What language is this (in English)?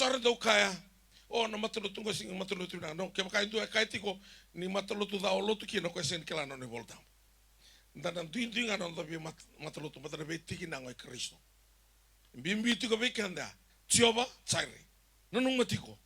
Fijian